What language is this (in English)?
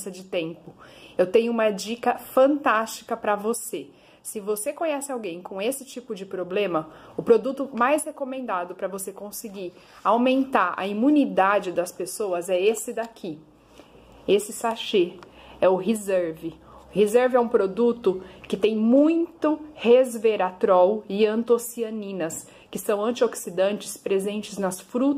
Portuguese